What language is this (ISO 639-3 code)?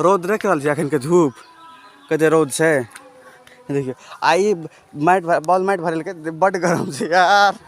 mai